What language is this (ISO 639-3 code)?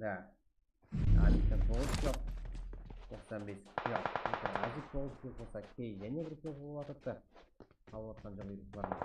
kaa